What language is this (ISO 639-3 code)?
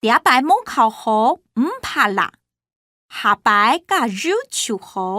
hak